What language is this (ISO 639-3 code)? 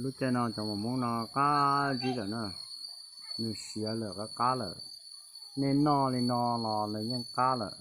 hmn